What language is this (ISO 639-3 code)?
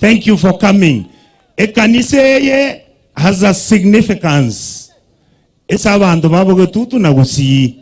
guz